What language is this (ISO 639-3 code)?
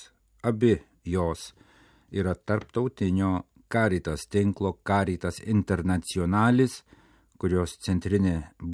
lit